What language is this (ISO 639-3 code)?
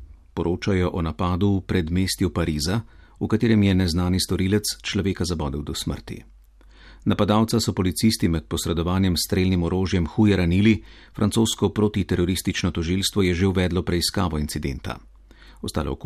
slv